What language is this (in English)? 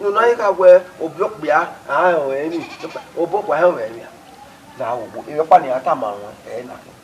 Bini